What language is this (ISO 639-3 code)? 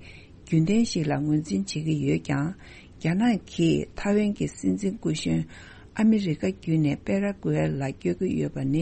bod